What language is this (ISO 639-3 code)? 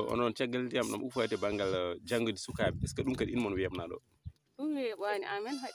ful